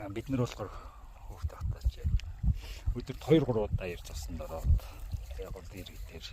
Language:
Mongolian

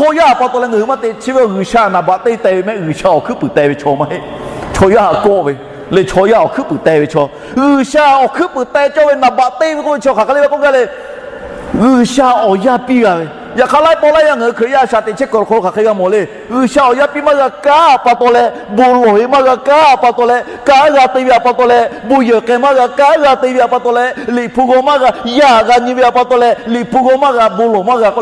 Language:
Lahu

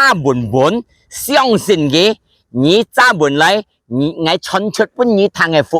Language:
Hakka Chinese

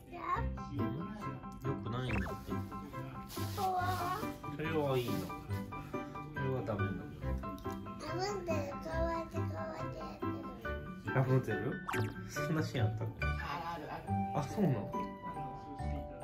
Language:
Japanese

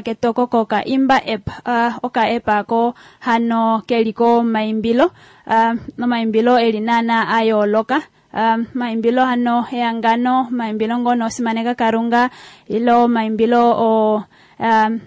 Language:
Kuanyama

